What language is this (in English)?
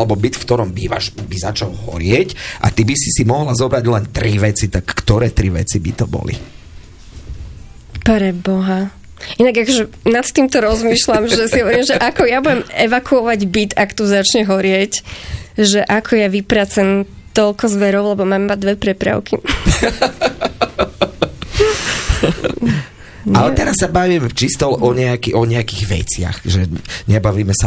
Slovak